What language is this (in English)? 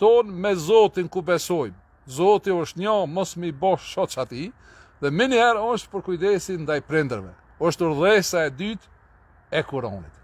Albanian